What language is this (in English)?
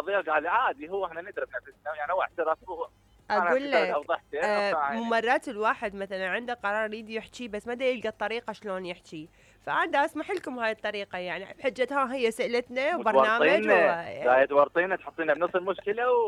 Mesopotamian Arabic